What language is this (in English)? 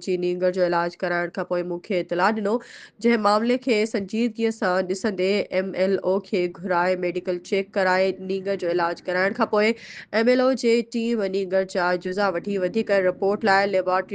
Sindhi